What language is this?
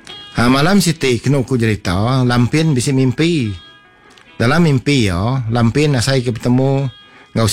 Iban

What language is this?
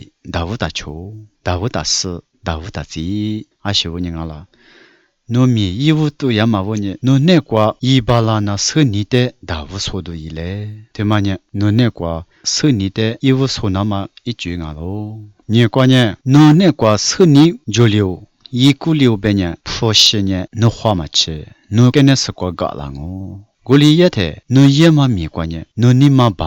Lisu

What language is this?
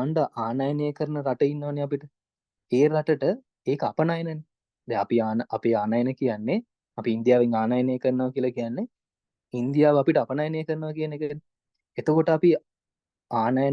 Sinhala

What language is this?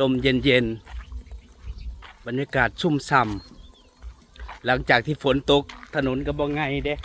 Northeastern Thai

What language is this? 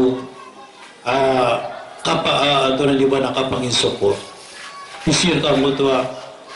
Maranao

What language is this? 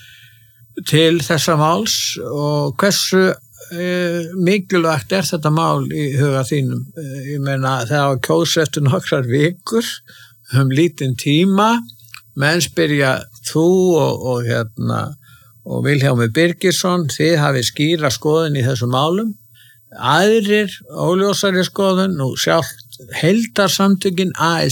Icelandic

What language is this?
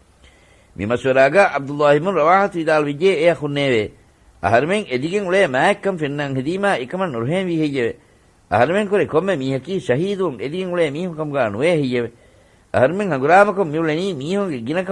Divehi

